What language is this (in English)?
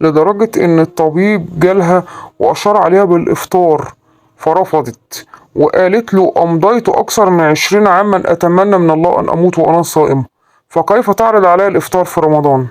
Egyptian Arabic